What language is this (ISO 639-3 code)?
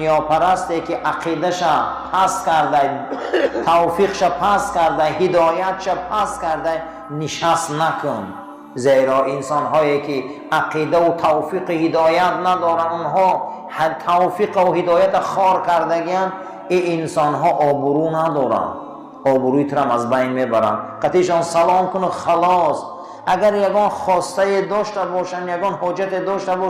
tgk